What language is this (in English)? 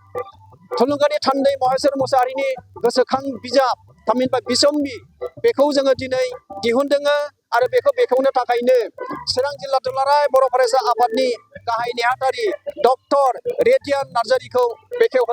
Bodo